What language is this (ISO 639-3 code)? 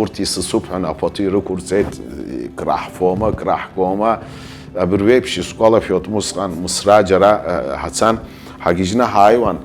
abk